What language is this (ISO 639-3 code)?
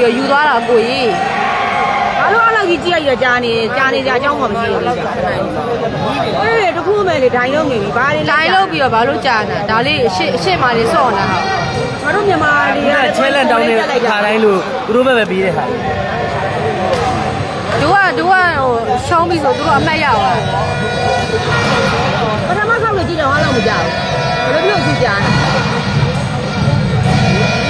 mya